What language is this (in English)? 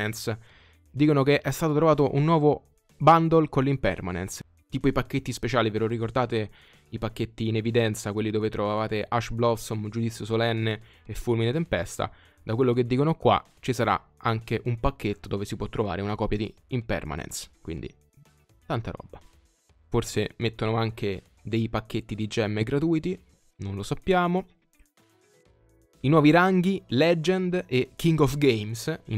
Italian